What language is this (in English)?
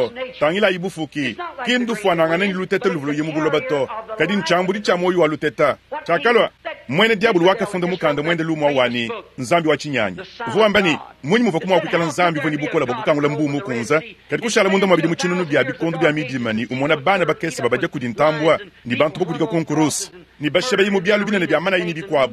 Luba-Lulua